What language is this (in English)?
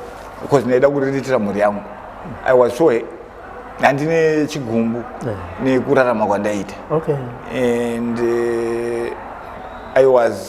Shona